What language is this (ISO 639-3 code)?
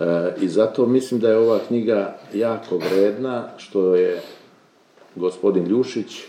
srp